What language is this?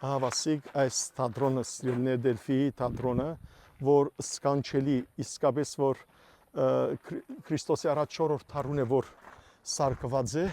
Western Armenian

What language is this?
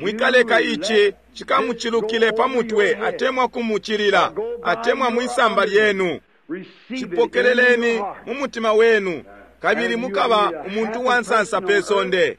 Bemba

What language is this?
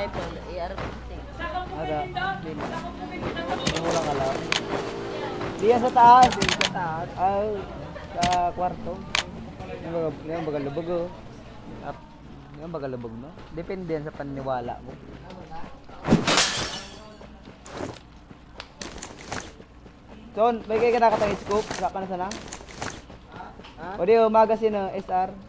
Filipino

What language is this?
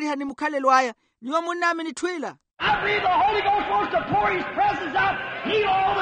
Makhuwa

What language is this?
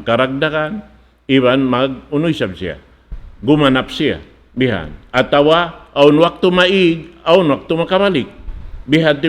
Tausug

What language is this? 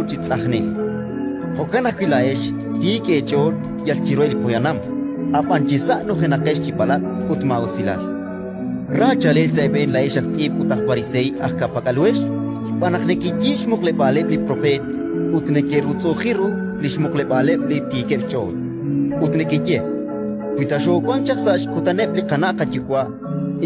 Kekchí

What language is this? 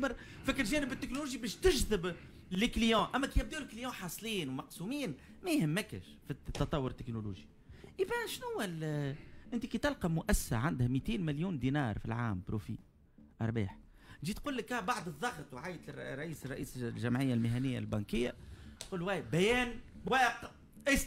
Tunisian Arabic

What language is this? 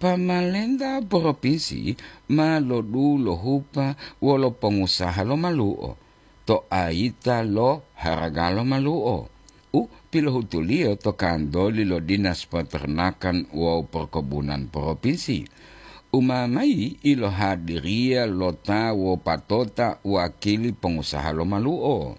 Gorontalo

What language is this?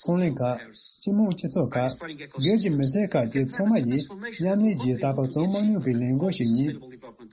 Tibetan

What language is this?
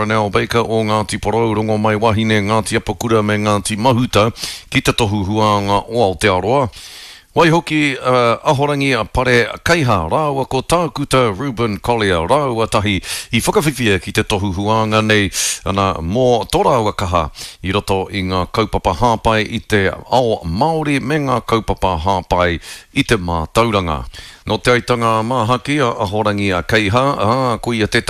Māori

